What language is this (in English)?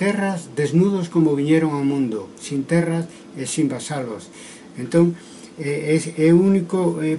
Galician